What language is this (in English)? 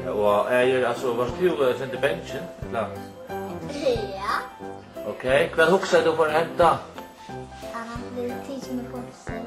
Faroese